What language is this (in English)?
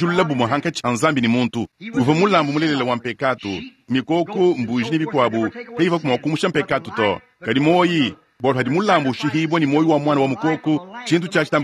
Luba-Lulua